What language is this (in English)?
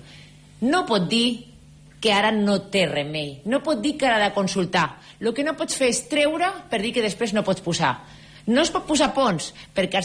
Catalan